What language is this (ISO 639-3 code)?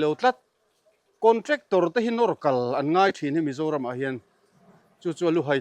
lus